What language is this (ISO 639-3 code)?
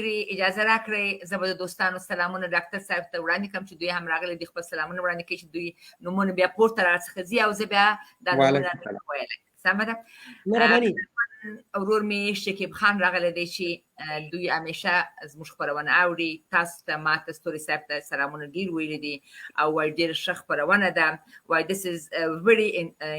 pus